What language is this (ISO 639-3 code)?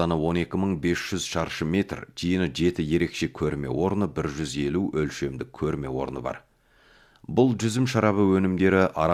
kaz